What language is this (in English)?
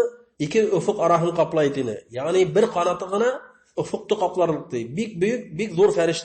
Bashkir